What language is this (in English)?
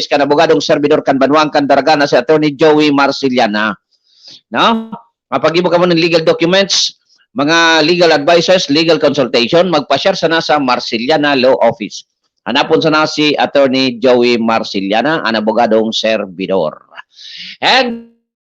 Bikol